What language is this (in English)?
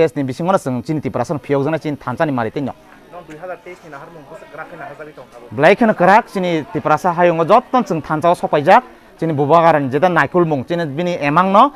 Kok Borok